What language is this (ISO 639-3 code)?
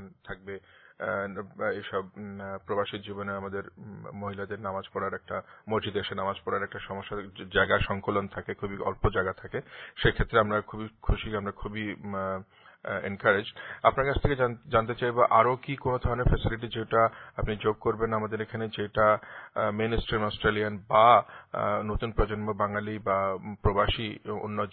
ben